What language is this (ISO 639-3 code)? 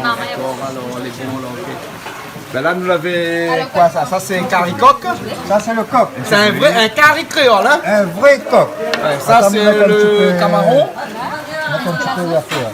rcf